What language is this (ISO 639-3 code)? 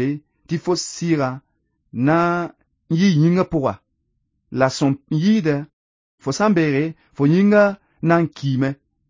mos